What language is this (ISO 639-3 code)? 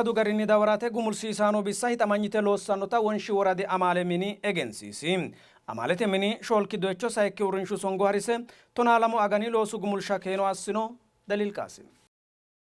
sid